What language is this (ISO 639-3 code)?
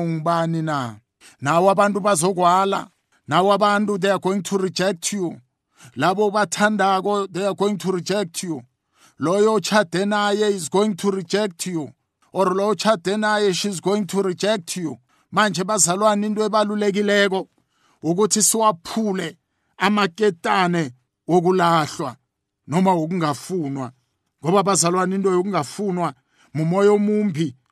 nbl